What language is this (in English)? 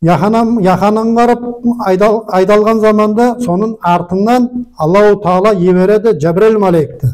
Nogai